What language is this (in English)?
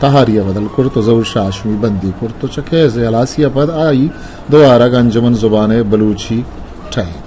Eastern Balochi